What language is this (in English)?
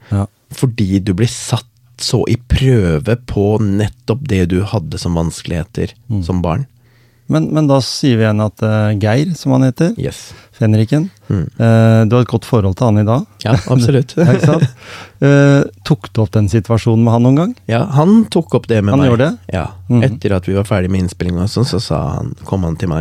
Norwegian